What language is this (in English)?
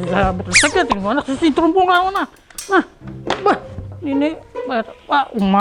Banjar